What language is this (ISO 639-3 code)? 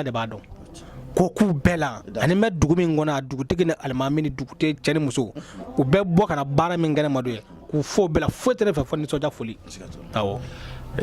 bam